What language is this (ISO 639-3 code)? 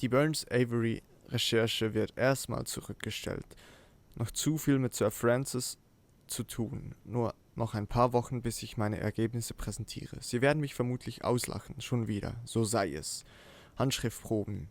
gsw